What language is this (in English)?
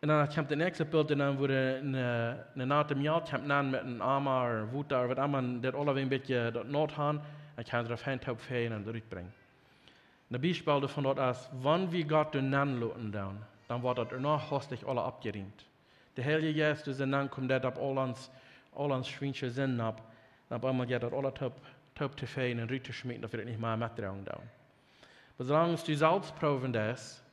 Plautdietsch